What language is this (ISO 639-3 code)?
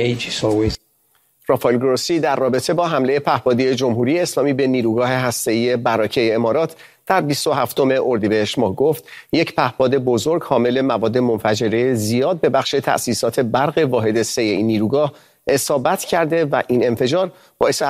fas